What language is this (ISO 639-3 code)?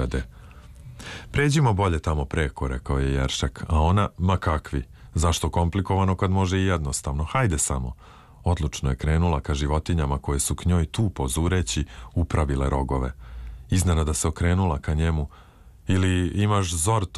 srp